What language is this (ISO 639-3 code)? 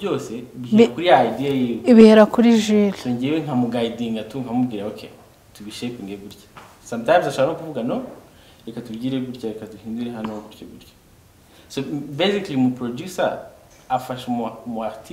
kin